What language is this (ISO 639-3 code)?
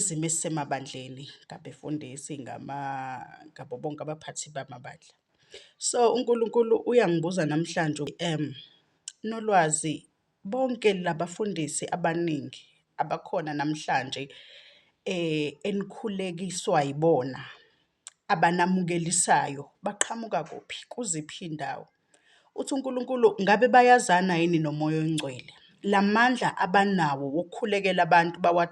zul